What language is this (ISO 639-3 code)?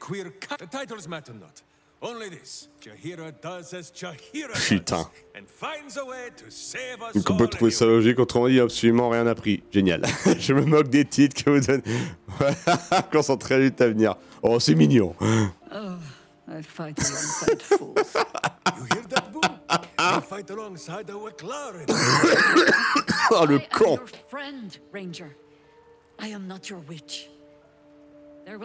fra